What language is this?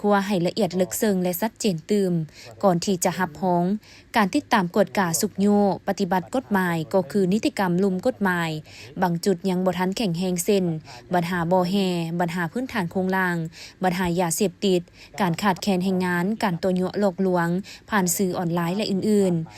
Lao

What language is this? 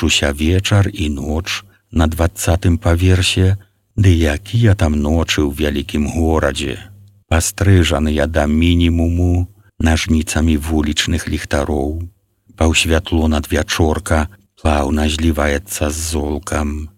Belarusian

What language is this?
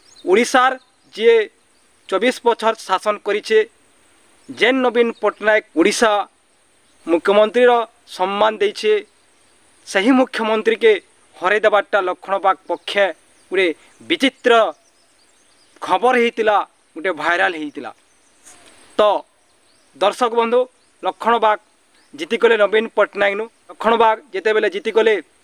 Sambalpuri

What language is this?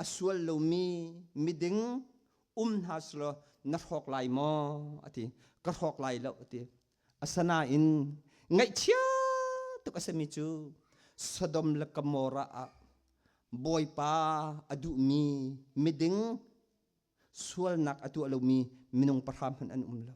Hakha Chin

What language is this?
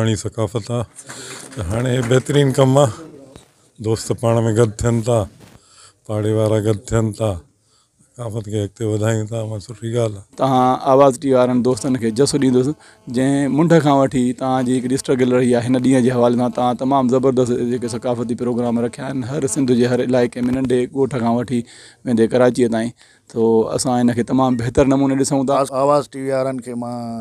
Sindhi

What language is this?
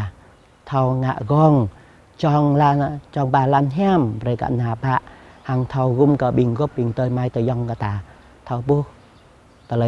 Jarai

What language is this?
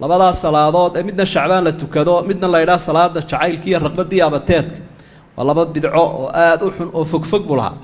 Somali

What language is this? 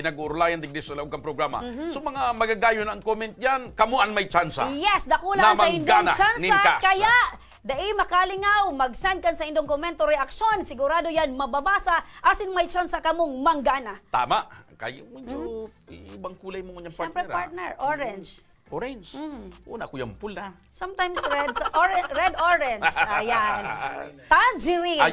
Bikol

